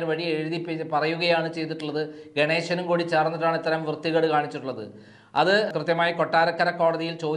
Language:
Malayalam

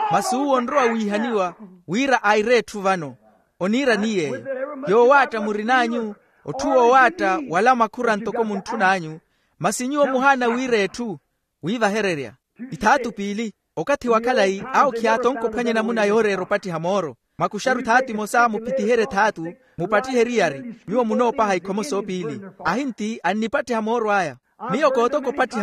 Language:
Makhuwa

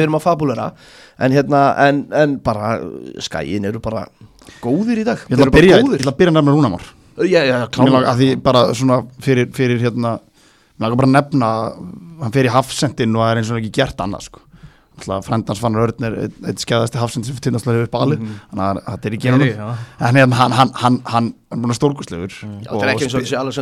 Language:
Icelandic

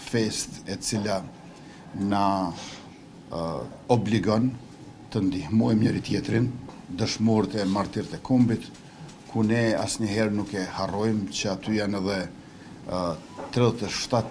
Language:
Albanian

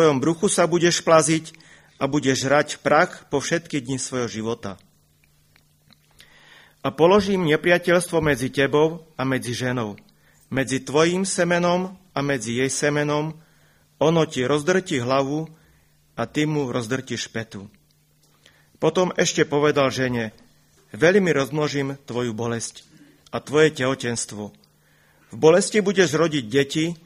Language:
Slovak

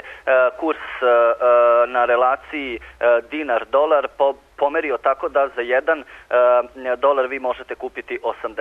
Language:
Serbian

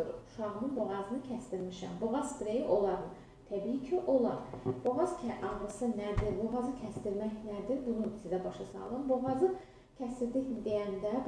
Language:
Azerbaijani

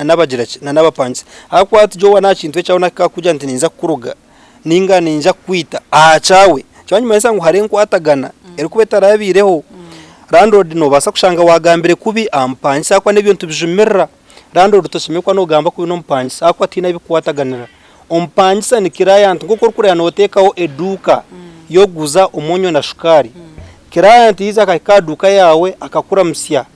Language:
Nyankole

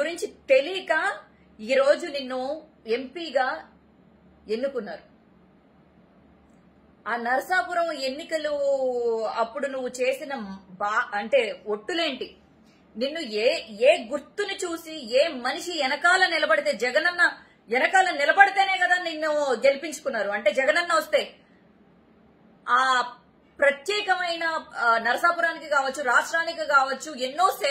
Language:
Telugu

